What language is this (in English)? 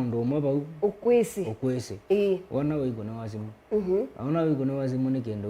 Kamba